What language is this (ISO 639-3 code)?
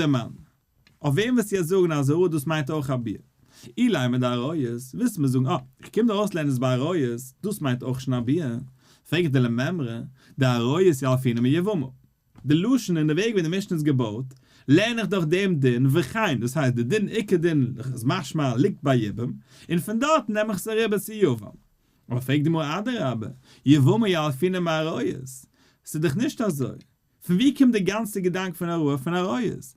yid